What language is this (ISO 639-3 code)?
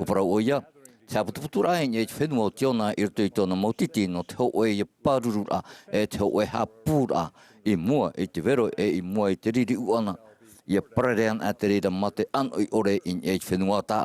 tah